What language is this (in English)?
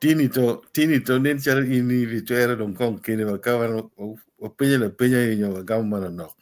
Acoli